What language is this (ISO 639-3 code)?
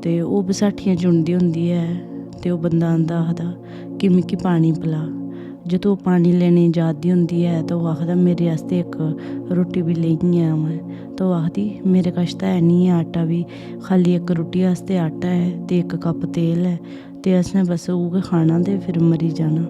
doi